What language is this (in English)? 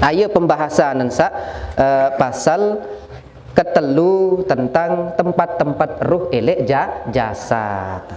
Sasak